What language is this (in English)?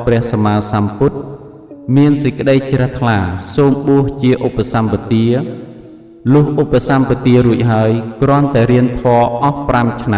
Khmer